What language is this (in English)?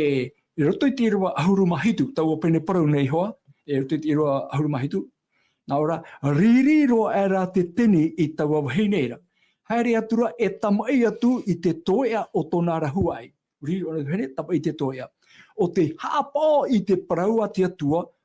Tahitian